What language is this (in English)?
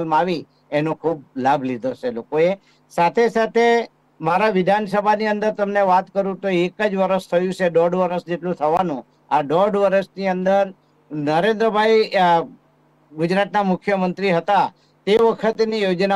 Gujarati